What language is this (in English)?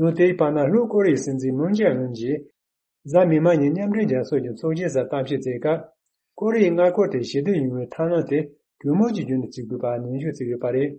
Tibetan